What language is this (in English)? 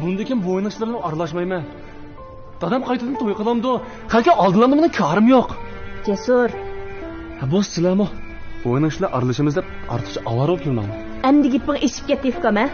Uyghur